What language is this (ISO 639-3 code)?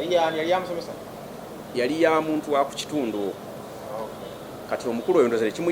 lug